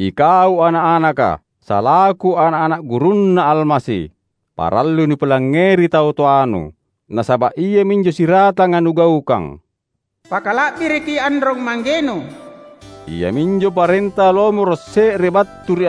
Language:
Makasar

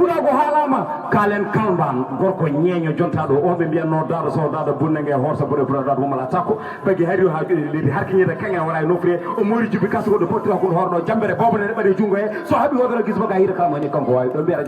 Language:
Fula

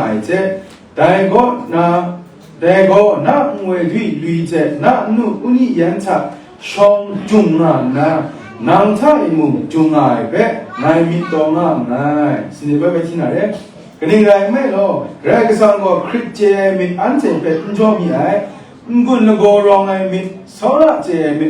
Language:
Kachin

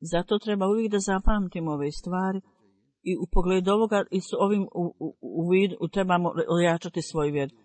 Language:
Bosnian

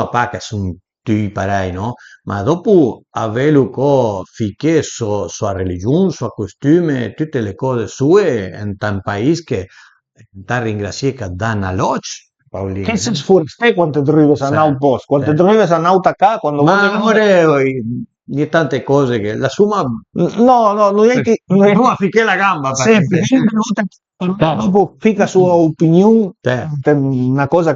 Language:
Piedmontese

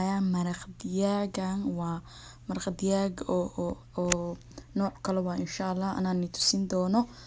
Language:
Somali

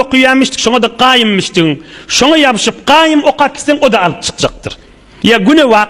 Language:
Turkmen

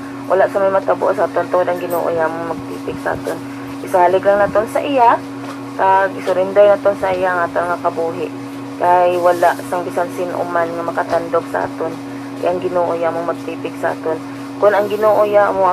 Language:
Hiligaynon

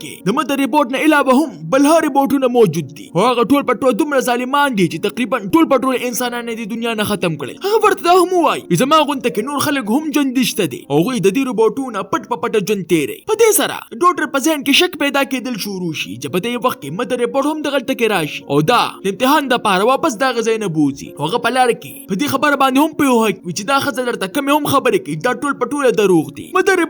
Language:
Pashto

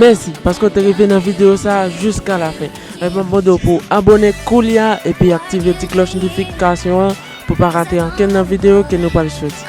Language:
Haitian Creole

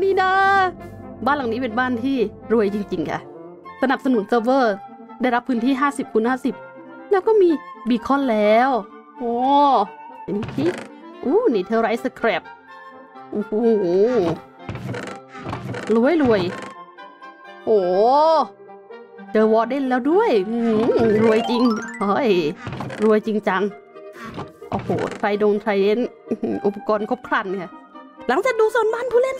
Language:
Thai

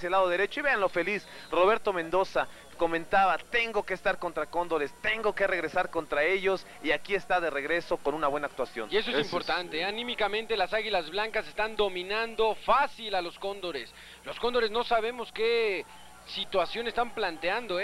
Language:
Spanish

